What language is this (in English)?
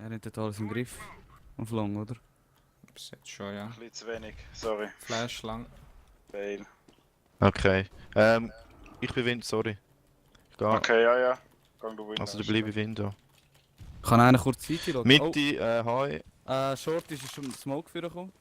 Swiss German